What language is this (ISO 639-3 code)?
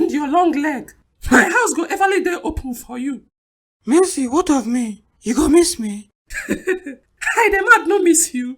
pcm